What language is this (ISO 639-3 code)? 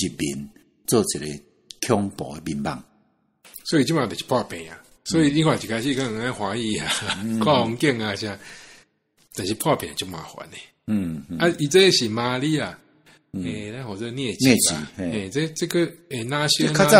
nan